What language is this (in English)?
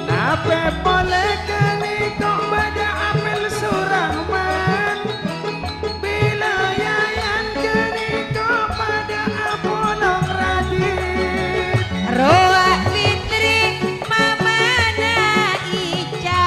Madurese